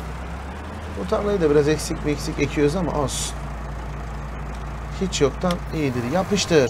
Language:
Turkish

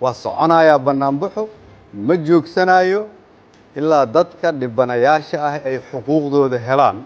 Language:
Somali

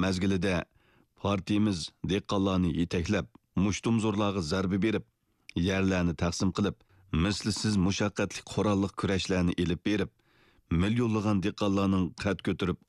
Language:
Uyghur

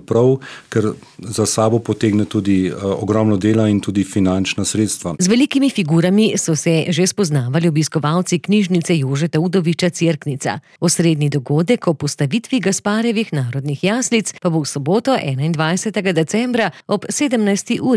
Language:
Slovenian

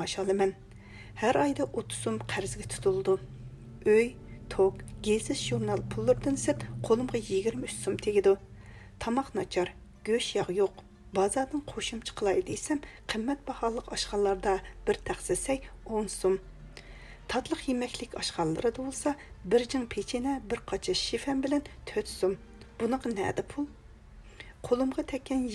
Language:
Uyghur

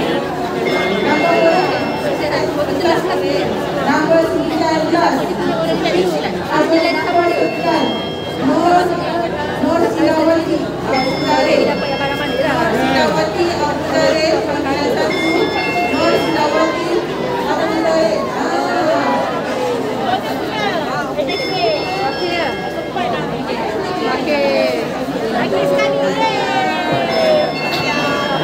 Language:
Malay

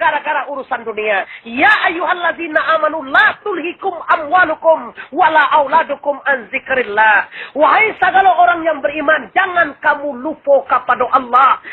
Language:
Minangkabau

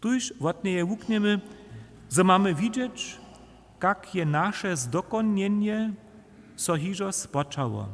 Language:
Upper Sorbian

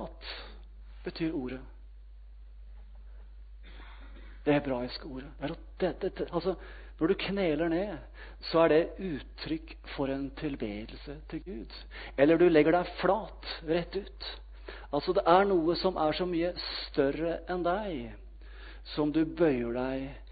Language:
Norwegian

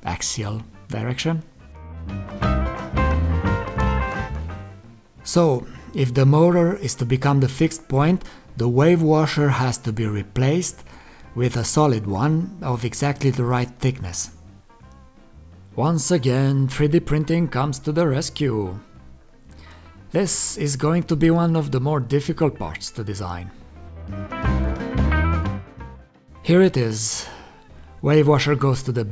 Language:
English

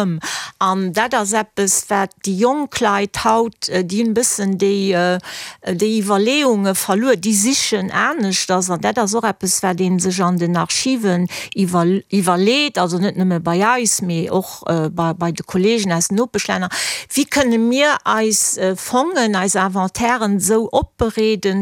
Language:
Luxembourgish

